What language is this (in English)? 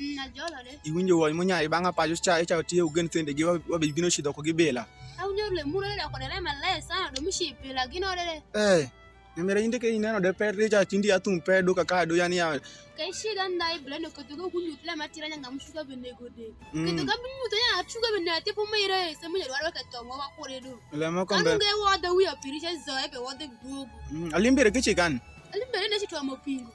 Alur